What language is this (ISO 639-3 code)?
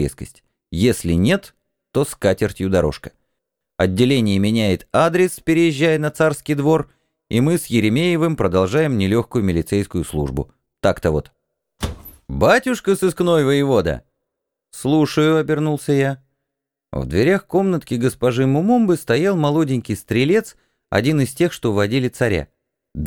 rus